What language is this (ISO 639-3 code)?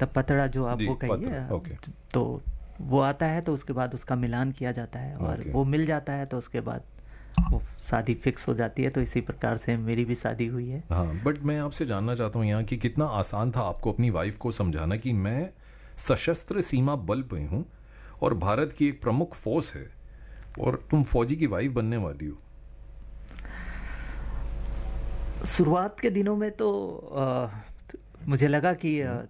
hin